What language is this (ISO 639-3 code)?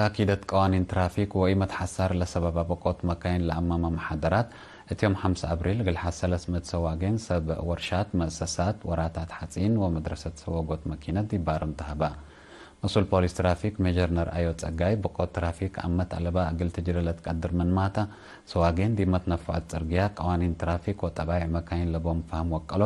tig